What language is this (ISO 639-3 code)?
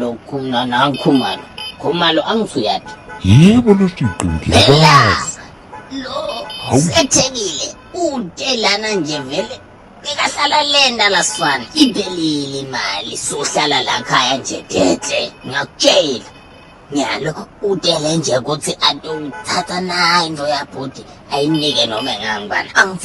zul